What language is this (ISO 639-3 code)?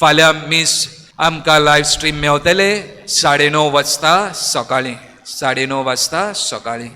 kok